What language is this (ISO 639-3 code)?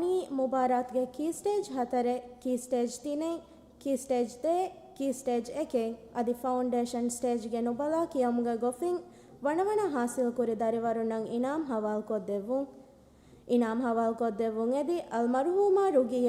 div